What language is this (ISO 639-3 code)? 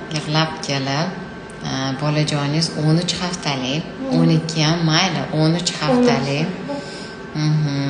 uzb